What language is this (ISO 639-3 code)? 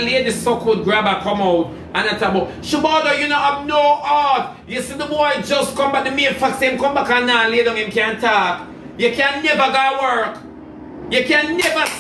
jam